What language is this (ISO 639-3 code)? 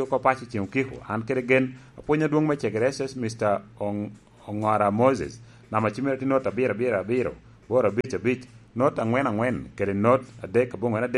laj